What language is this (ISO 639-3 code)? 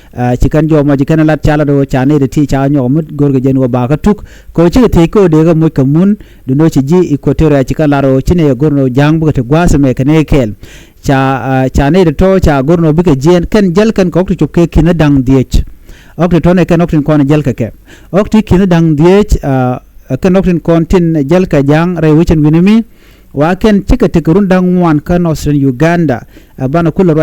nus